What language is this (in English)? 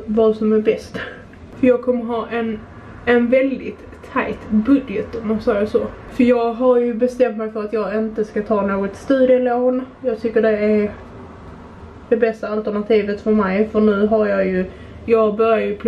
Swedish